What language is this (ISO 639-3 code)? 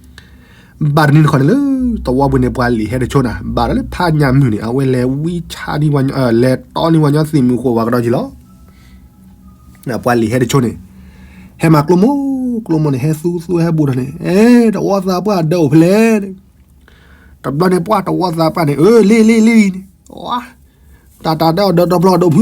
ksw